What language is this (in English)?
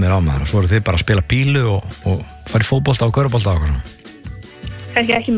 Icelandic